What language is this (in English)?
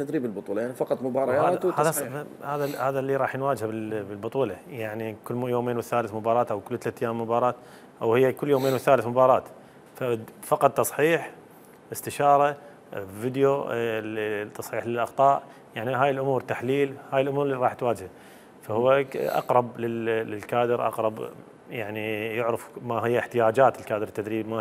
Mesopotamian Arabic